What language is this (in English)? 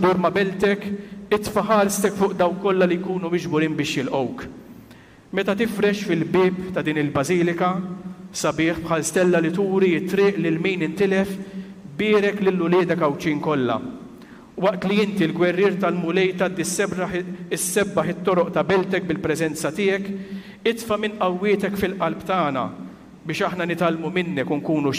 Maltese